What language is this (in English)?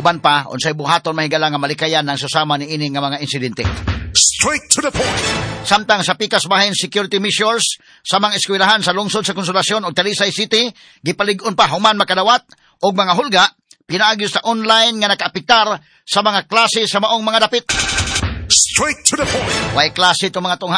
Cebuano